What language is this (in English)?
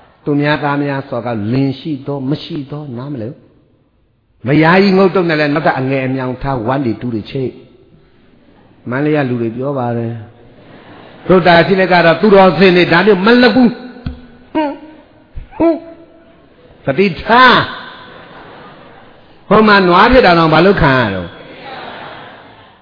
Burmese